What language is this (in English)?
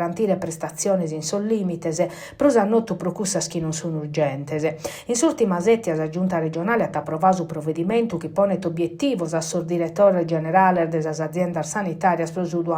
Sardinian